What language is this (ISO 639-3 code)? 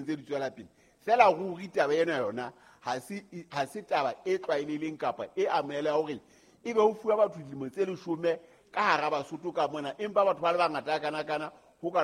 sot